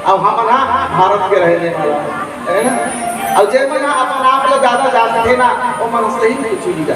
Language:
Chhattisgarhi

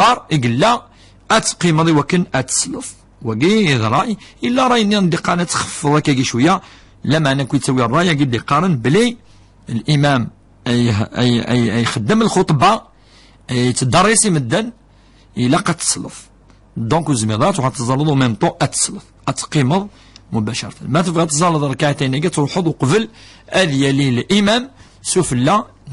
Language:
Kabyle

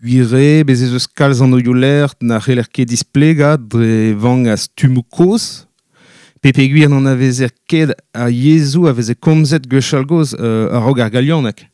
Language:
Breton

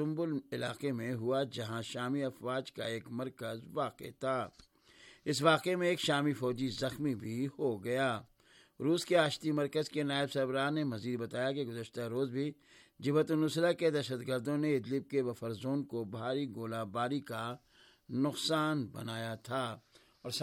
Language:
Urdu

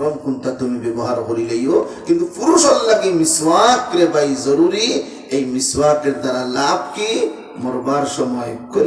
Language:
Sylheti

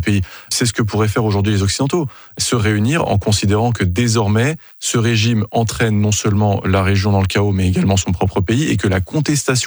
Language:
French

